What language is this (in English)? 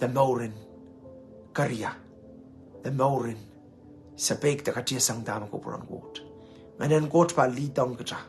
Pohnpeian